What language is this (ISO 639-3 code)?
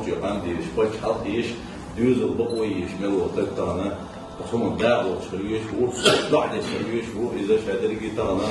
che